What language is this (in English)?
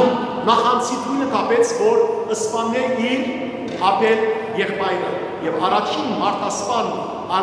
Western Armenian